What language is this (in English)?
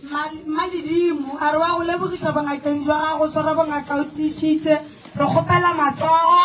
Northern Sotho